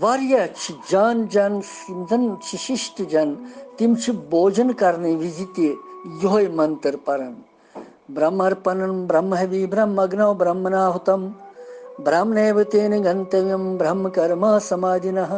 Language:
Kashmiri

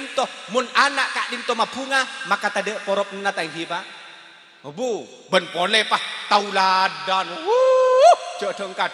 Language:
Madurese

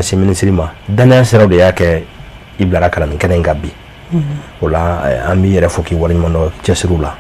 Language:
Bambara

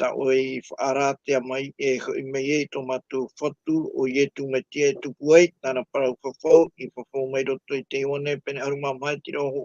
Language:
Tahitian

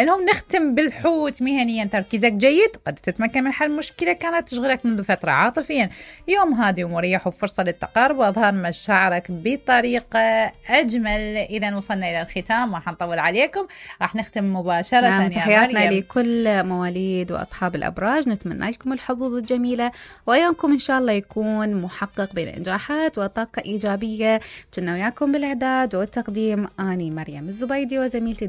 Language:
Mesopotamian Arabic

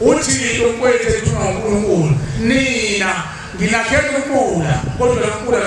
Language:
Zulu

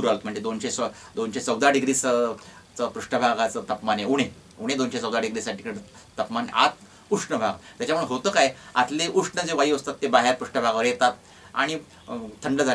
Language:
Marathi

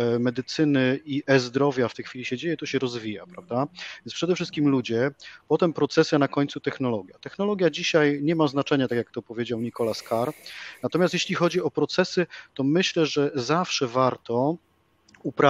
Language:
Polish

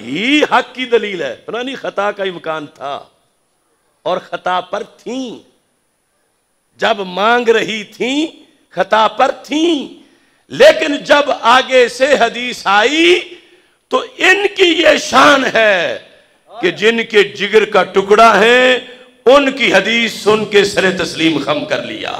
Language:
Urdu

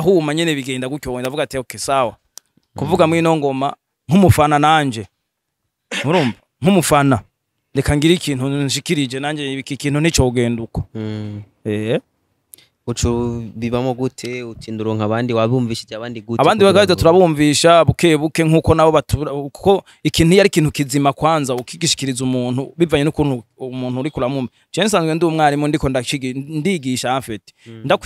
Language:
Rundi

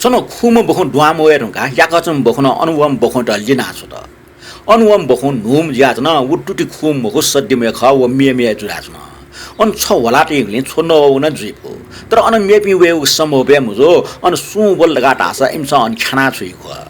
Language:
Newari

